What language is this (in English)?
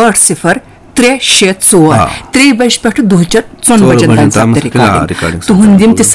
Kashmiri